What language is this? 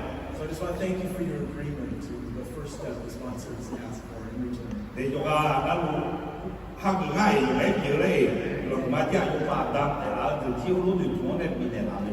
Akha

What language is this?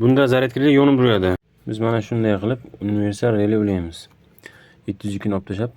Uzbek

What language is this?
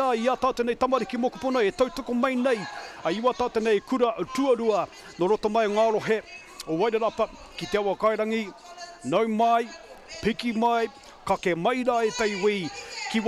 Māori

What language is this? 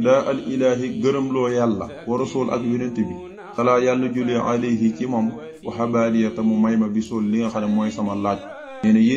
Wolof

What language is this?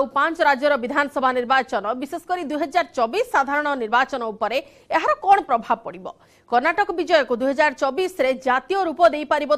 Odia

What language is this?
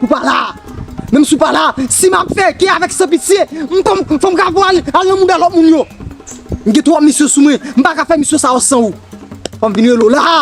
Haitian Creole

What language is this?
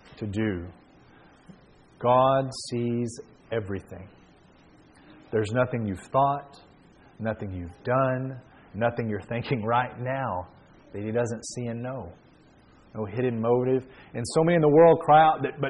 English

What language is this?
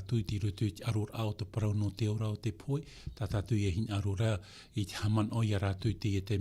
Tahitian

